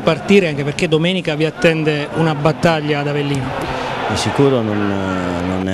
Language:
Italian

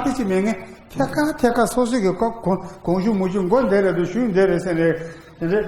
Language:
Tibetan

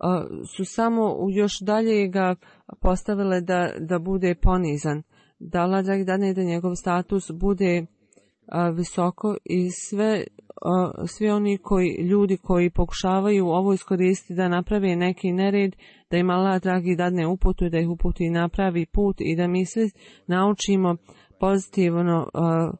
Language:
Bosnian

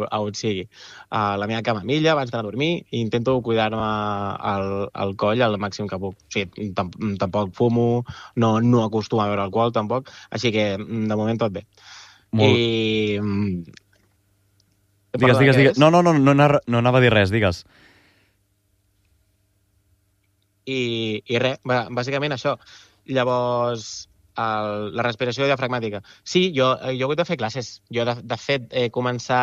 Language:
Catalan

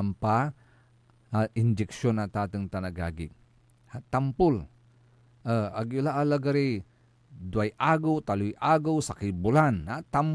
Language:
Pangasinan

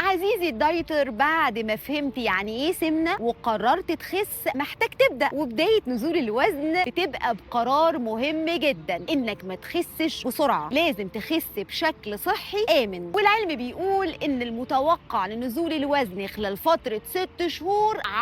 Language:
Egyptian Arabic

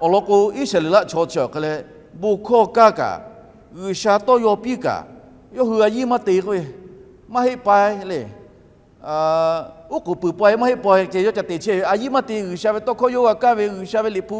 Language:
Lahu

